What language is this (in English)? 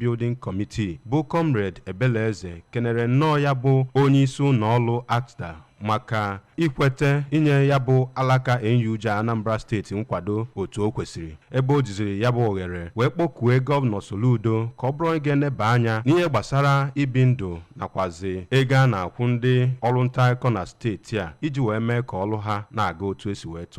Igbo